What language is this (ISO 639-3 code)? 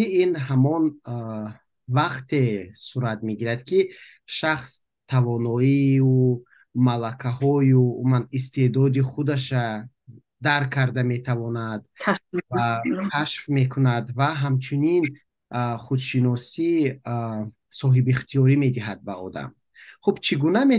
tgk